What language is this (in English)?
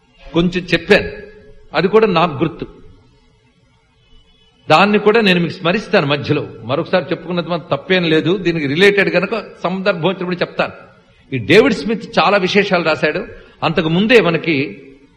Telugu